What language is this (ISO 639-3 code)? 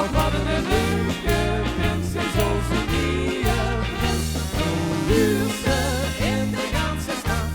lim